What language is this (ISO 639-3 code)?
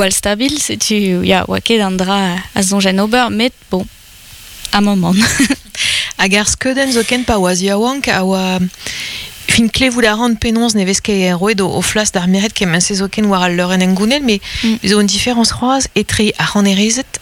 bre